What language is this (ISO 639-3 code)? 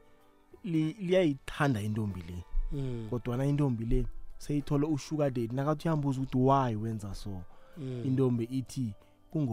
nbl